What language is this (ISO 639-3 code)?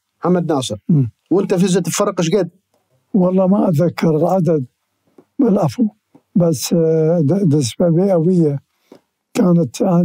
acm